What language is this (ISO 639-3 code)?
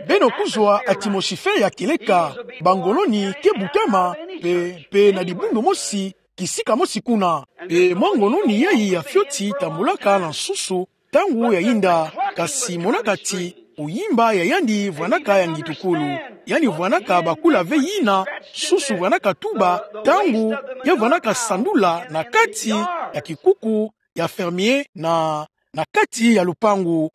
ktu